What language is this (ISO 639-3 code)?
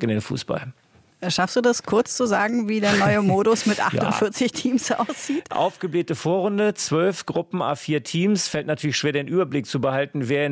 deu